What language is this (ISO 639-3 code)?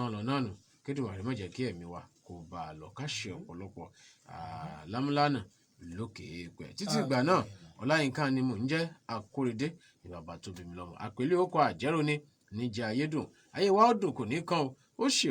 yor